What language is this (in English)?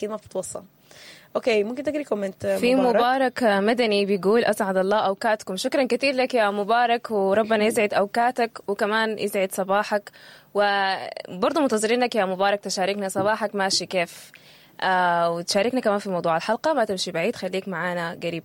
Sudanese Arabic